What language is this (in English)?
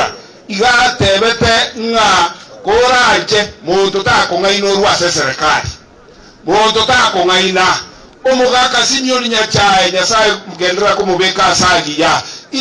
Gusii